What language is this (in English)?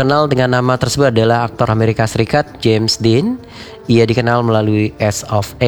Indonesian